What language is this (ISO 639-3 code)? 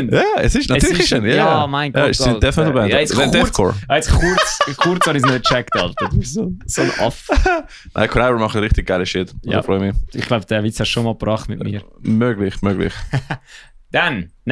gsw